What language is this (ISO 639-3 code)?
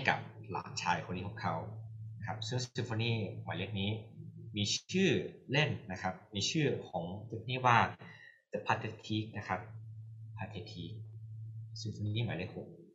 tha